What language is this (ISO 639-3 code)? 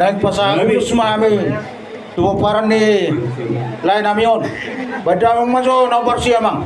bbc